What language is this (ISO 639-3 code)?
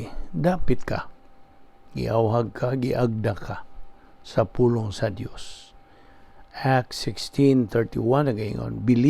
ceb